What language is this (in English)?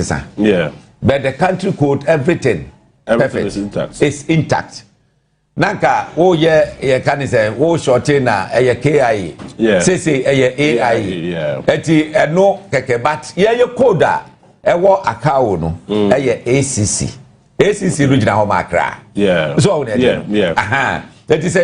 Akan